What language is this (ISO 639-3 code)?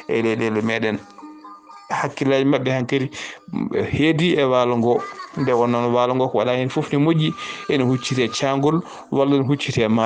ful